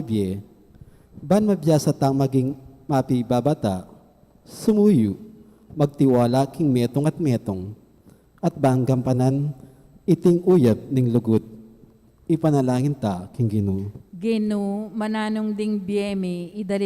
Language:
Pampanga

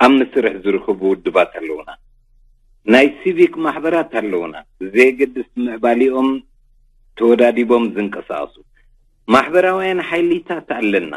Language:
Tigrinya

